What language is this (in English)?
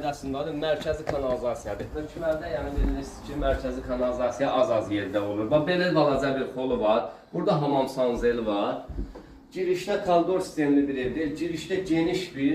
Azerbaijani